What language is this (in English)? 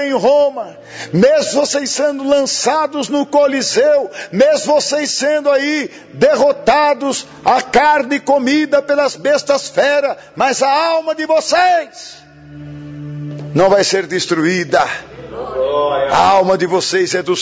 Portuguese